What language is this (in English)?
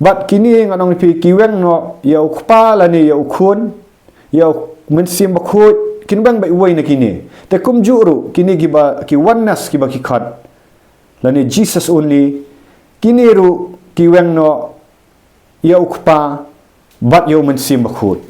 Khasi